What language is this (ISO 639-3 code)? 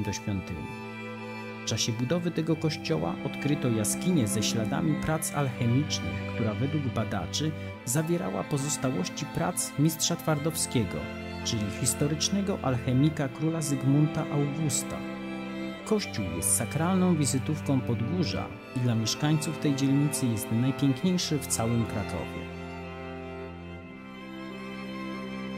pol